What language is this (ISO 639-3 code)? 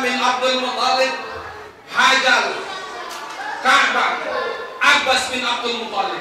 ind